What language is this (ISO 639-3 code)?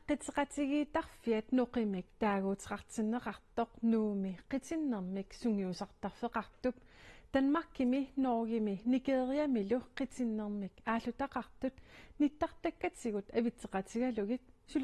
kal